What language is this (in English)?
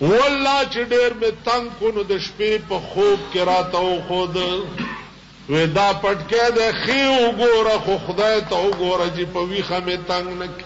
Pashto